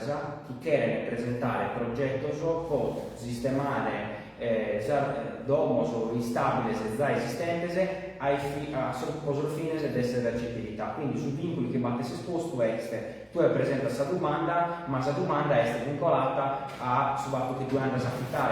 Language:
Sardinian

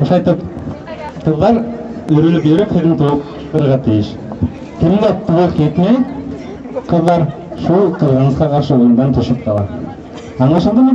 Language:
Bashkir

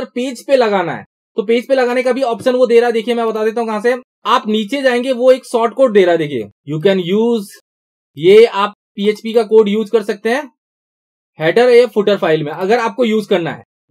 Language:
Hindi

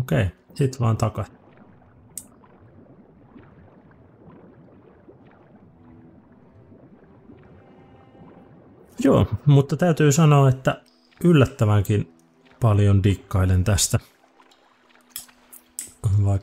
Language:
Finnish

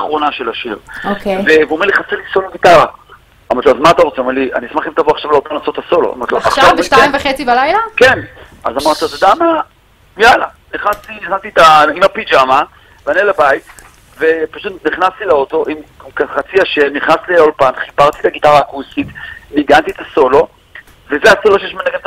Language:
Hebrew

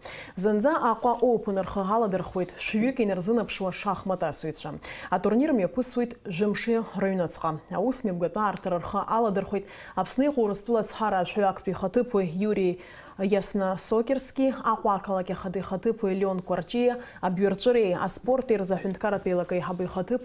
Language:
Abkhazian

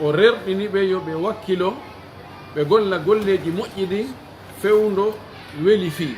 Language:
Pular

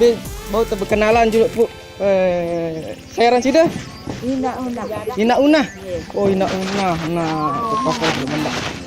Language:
Sasak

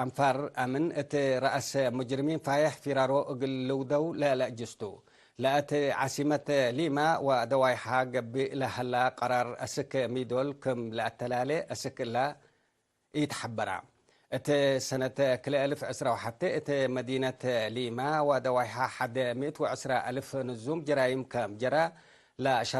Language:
Tigre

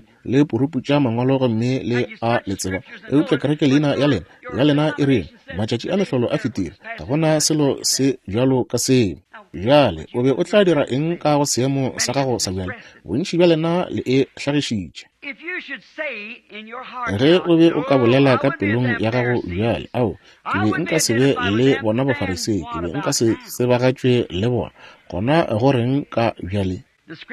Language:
Northern Sotho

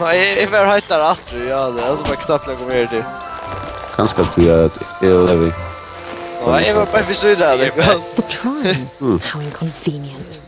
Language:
Faroese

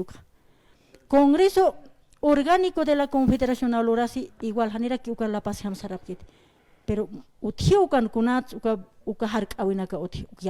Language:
Aymara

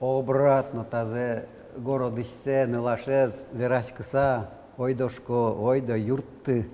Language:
Udmurt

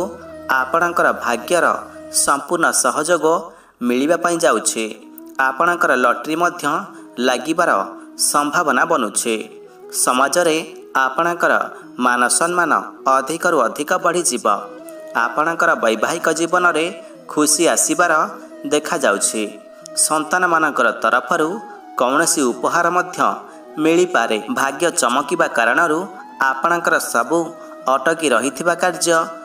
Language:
Odia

